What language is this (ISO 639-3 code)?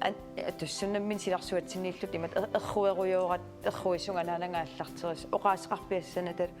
kal